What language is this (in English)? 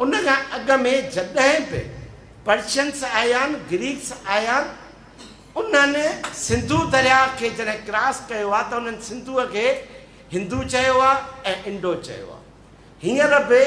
Sindhi